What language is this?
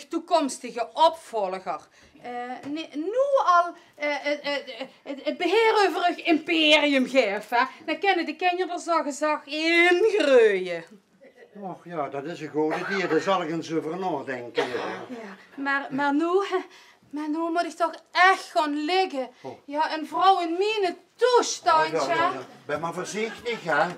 Limburgish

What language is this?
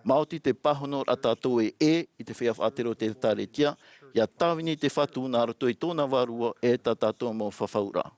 Tahitian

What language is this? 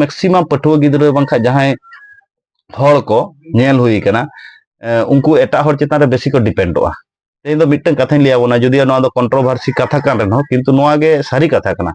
Santali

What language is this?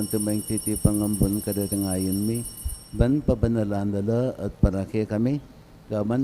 Pampanga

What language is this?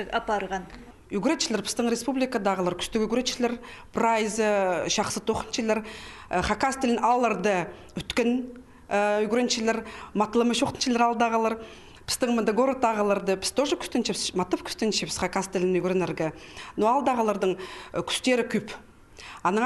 Khakas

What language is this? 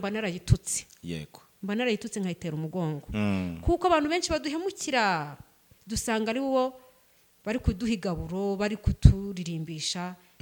Kinyarwanda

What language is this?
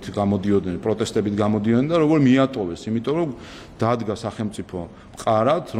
Georgian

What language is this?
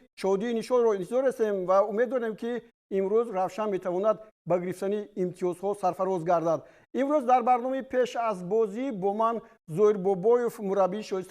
Tajik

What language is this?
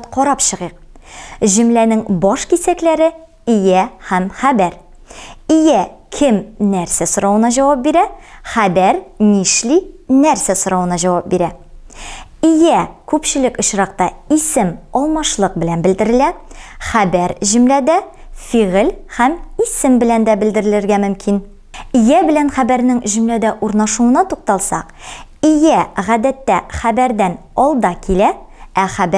Tatar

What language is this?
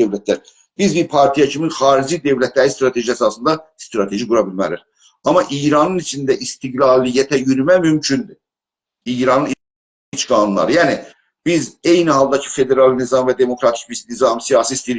South Azerbaijani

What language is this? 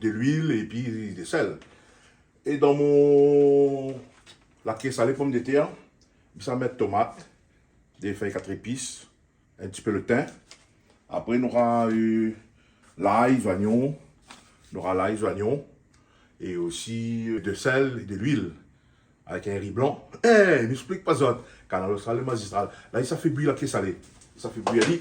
Réunion Creole French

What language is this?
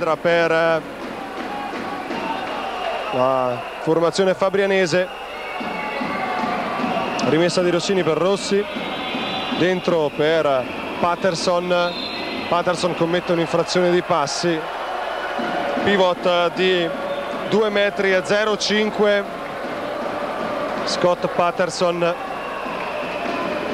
Italian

